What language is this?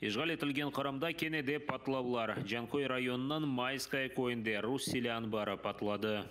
Crimean Tatar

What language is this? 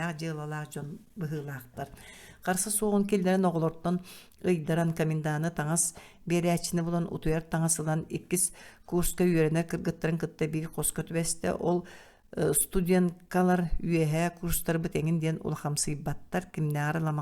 Yakut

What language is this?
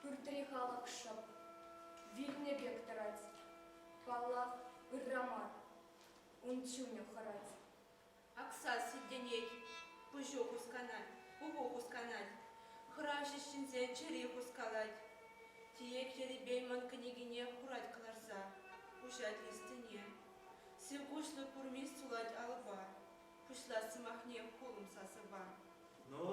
Chuvash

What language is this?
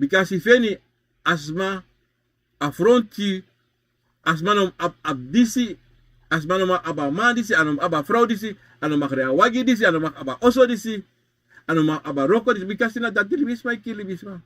Sranan Tongo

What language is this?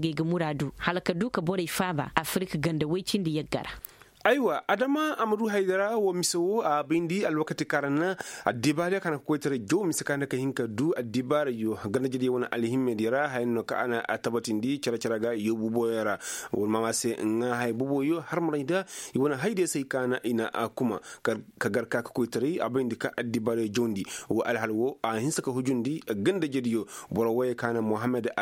Koyraboro Senni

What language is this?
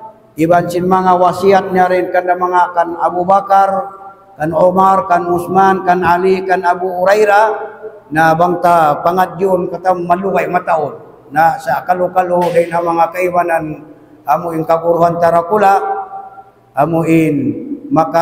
Tausug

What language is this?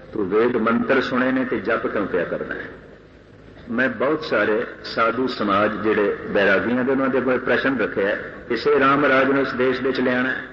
Punjabi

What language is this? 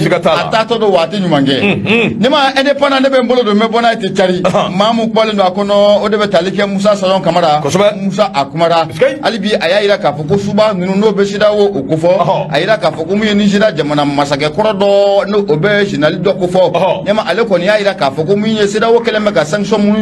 Bambara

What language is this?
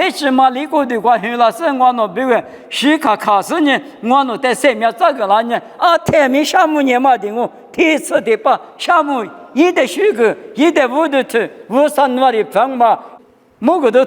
Lisu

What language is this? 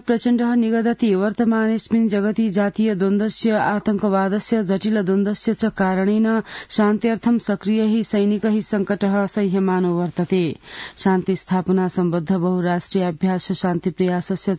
Sanskrit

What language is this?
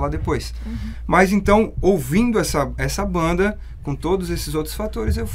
Portuguese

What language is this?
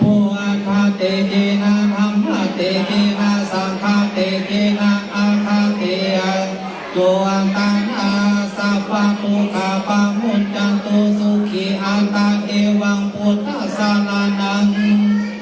Pali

